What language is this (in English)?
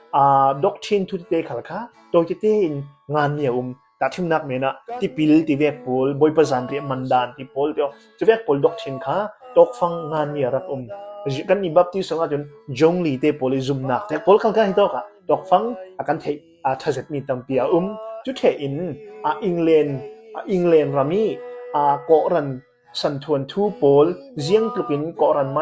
Falam Chin